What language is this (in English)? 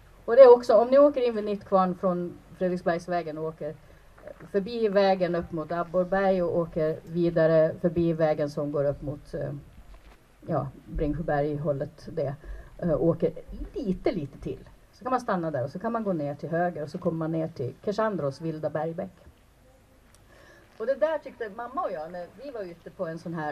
Swedish